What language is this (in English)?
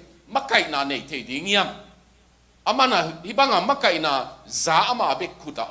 Tedim Chin